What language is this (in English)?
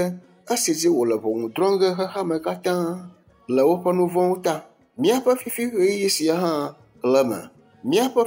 Ewe